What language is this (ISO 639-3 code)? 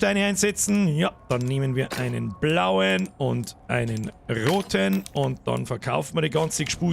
bar